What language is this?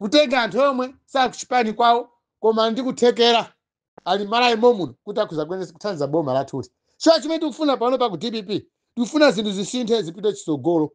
Nyanja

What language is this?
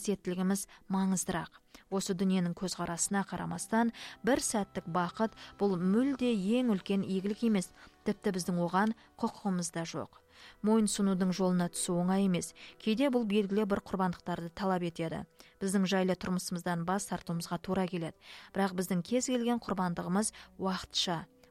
Kazakh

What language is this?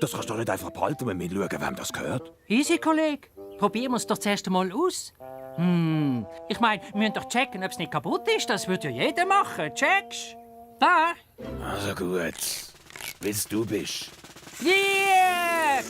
Swiss German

